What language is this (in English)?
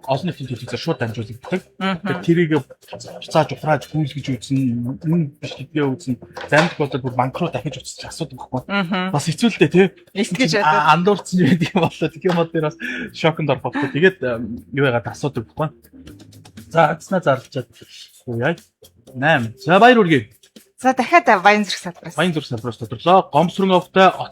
Mongolian